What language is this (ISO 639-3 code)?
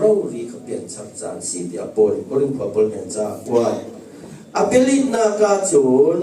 cfm